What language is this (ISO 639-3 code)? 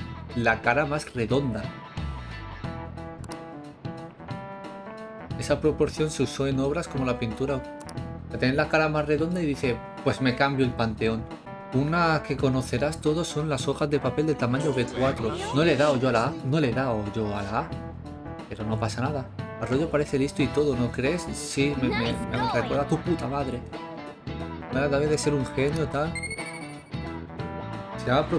spa